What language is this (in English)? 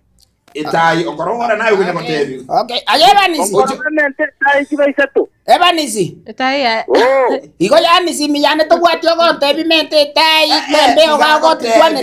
Gusii